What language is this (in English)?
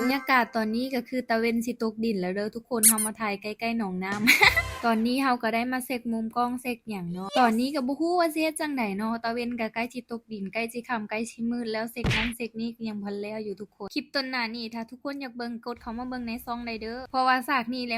Lao